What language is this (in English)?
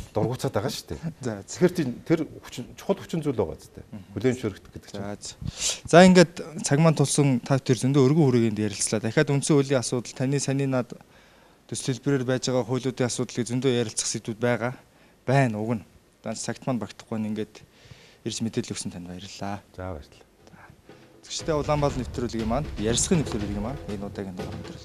Mongolian